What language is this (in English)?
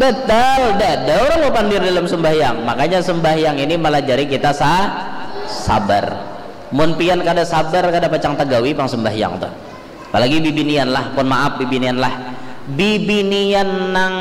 Banjar